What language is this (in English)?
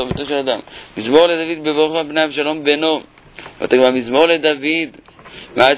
Hebrew